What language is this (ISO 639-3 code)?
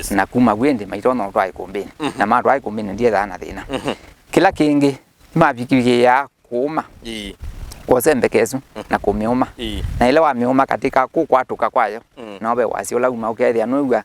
kam